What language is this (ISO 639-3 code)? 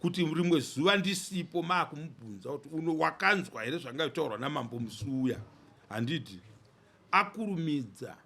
sna